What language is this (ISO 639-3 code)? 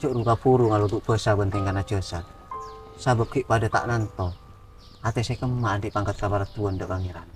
mad